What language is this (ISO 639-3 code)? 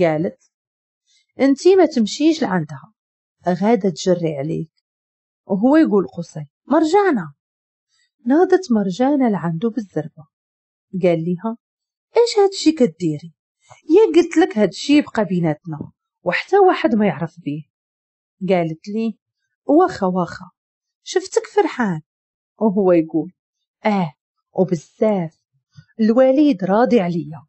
ary